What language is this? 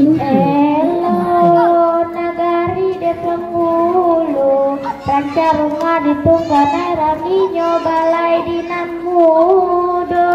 Minangkabau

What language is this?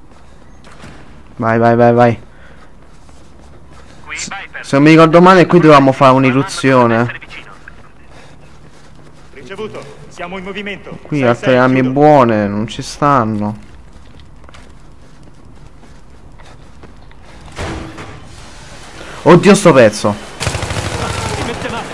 Italian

